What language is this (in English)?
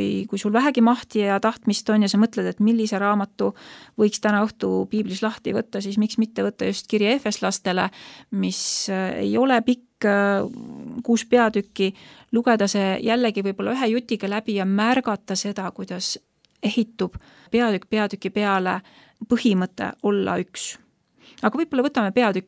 Estonian